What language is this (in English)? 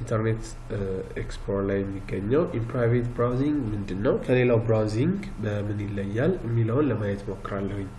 Amharic